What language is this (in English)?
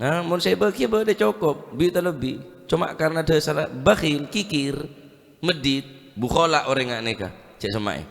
Madurese